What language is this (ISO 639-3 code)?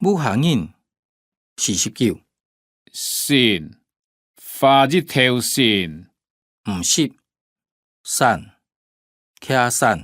hak